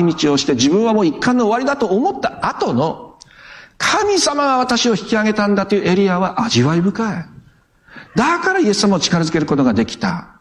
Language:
Japanese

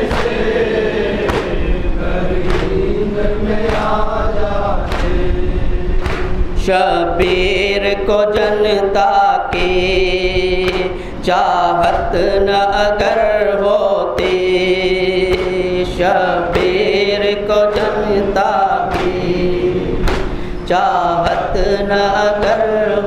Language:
Gujarati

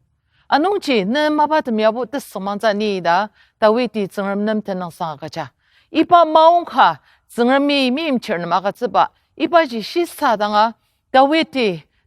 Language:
Ao Naga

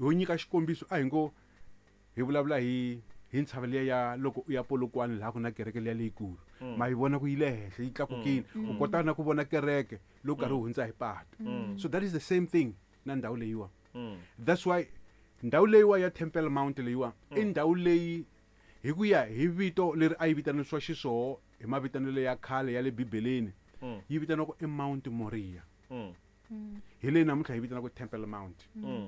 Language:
Tsonga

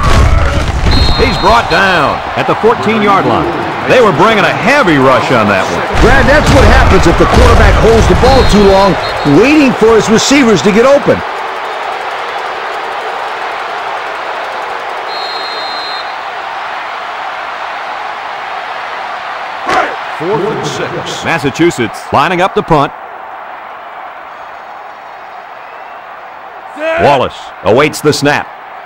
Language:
English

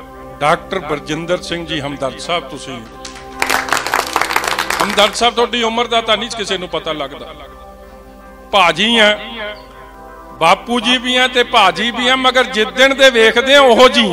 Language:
Punjabi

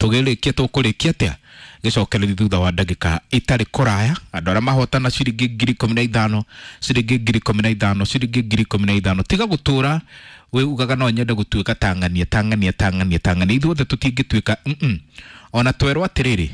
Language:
Kikuyu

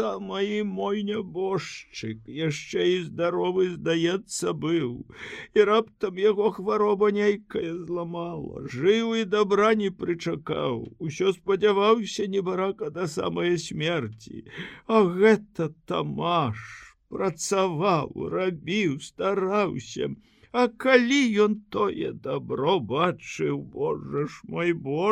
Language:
Belarusian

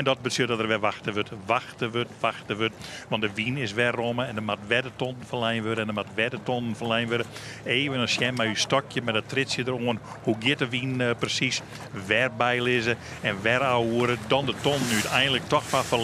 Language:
Western Frisian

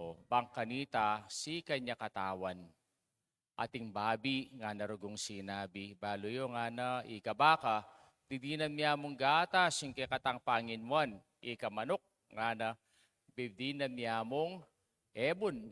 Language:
Pampanga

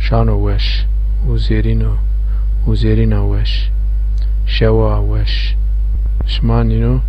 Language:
Zaza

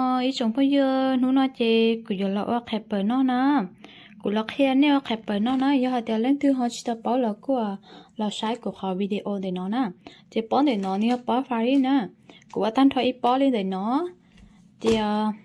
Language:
Hmong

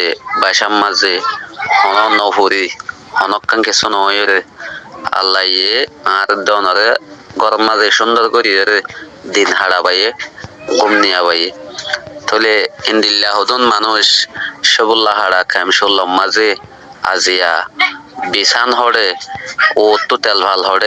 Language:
Rohingya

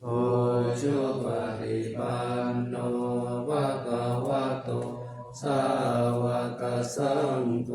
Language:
Pali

